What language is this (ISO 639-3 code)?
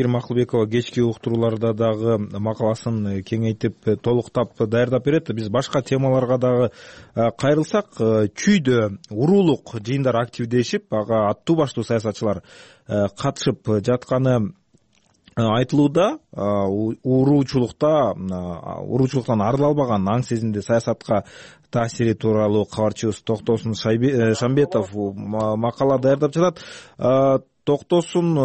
kir